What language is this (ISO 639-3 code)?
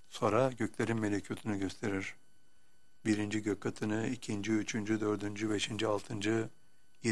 tur